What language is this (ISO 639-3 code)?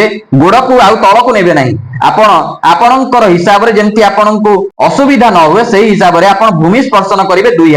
ori